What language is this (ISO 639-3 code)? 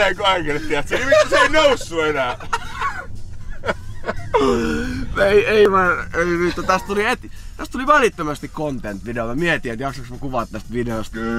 fin